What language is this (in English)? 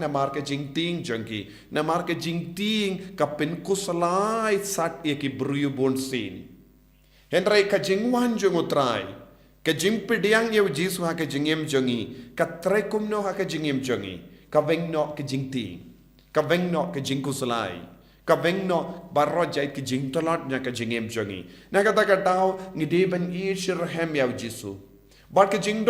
Khasi